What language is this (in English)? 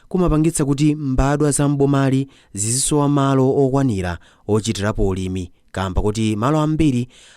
Nyanja